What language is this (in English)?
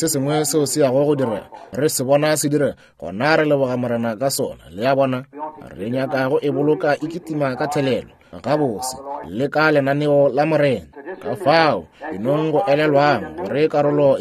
Northern Sotho